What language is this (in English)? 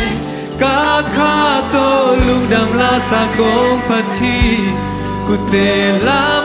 Tedim Chin